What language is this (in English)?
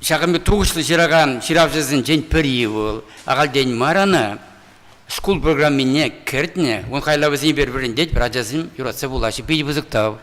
Chuvash